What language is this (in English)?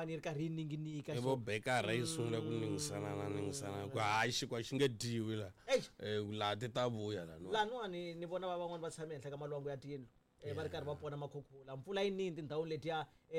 Tsonga